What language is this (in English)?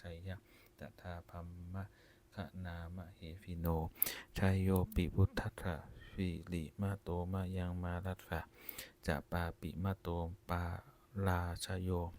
Pali